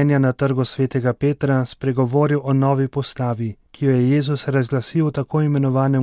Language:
Slovenian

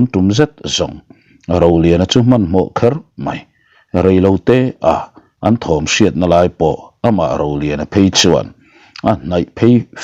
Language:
Mizo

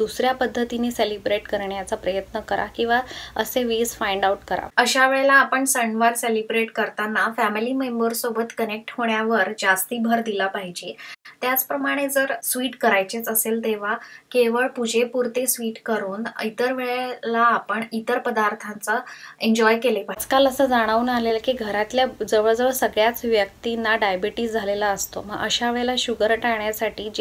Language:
Marathi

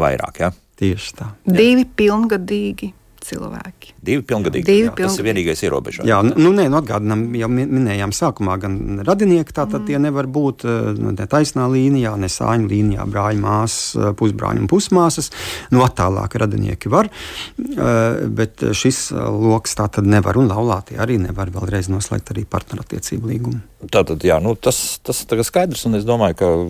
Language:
Latvian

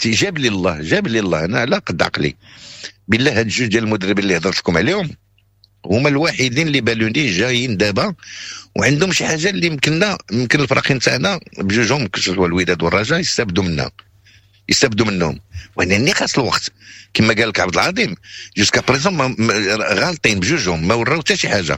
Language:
Moroccan Arabic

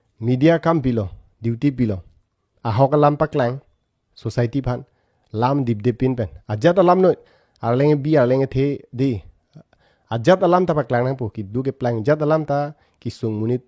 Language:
Karbi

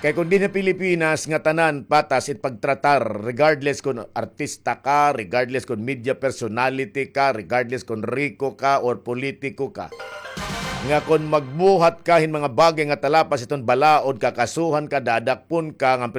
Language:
Waray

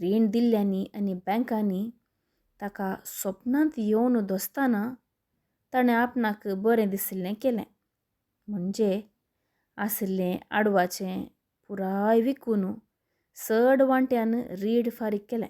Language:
Konkani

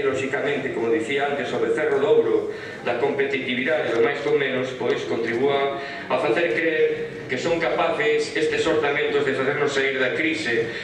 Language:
Galician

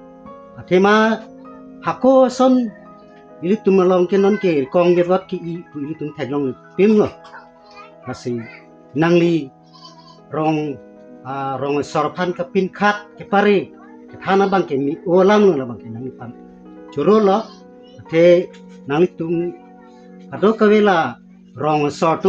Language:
Karbi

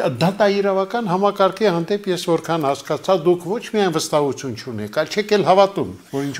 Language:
Armenian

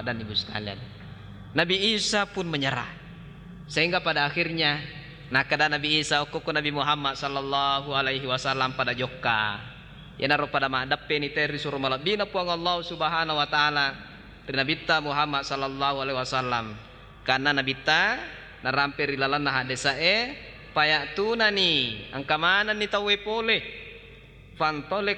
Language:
Buginese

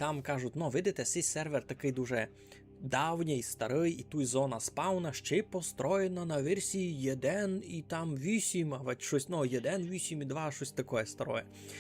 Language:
Rusyn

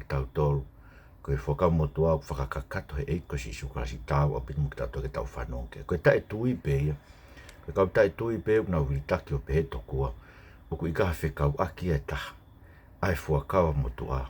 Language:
Tongan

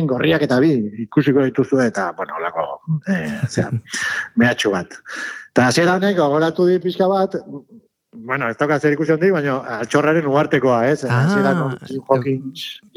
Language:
Basque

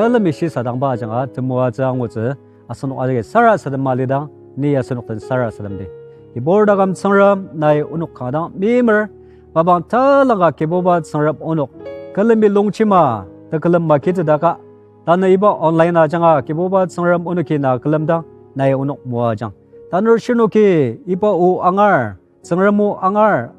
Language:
Ao Naga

